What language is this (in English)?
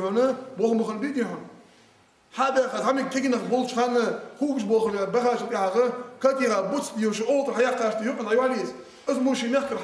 Ingush